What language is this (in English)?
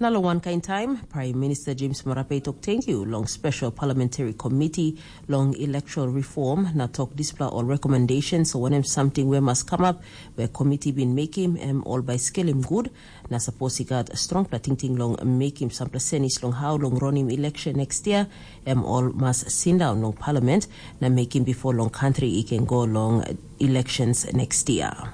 Tok Pisin